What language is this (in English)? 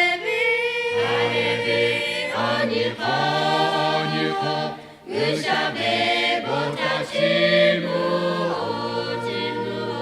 Lahu